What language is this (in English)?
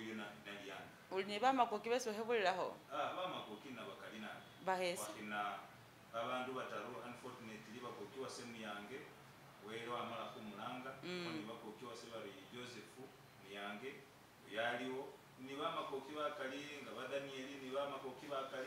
Masaaba